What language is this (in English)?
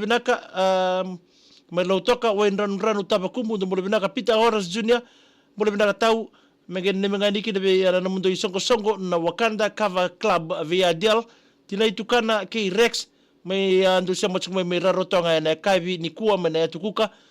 Fijian